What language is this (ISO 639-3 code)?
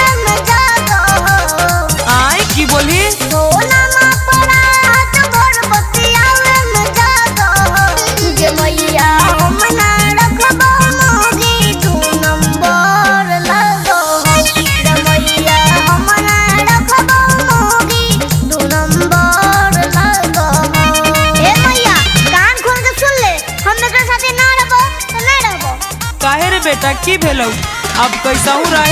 mag